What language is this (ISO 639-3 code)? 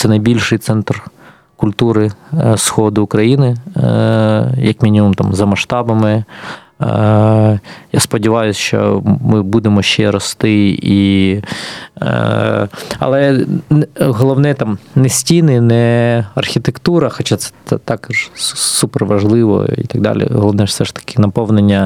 ukr